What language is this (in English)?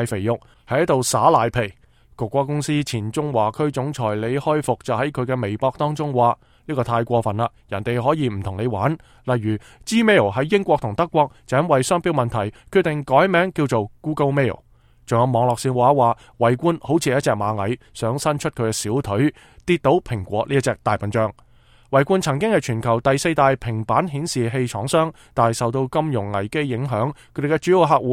Cantonese